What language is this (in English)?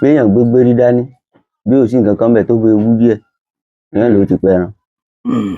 Yoruba